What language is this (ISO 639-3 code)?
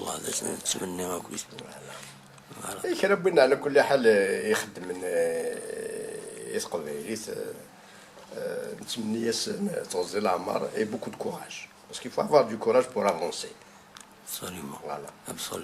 kab